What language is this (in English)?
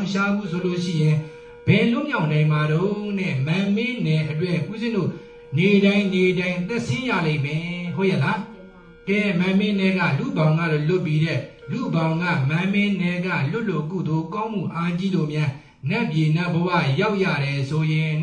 Burmese